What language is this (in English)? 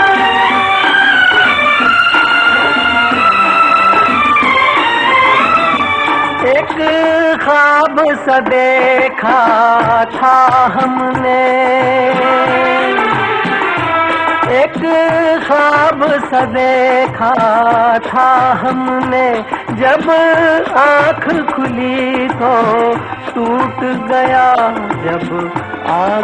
Hindi